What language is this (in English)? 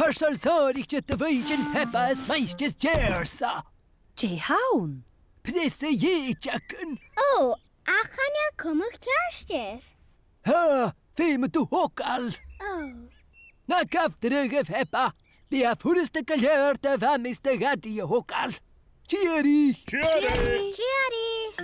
Scottish Gaelic